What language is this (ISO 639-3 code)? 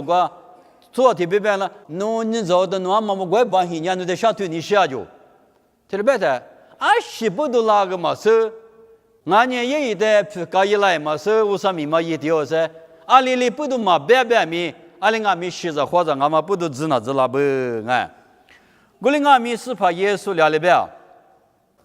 lis